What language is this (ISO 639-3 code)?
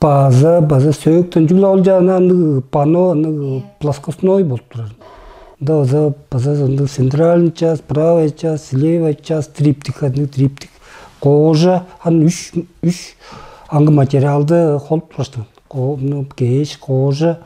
tyv